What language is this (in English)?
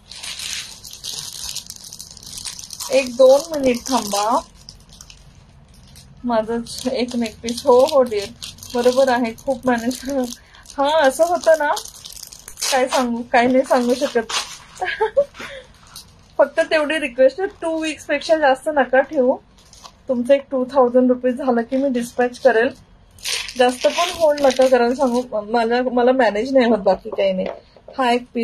Marathi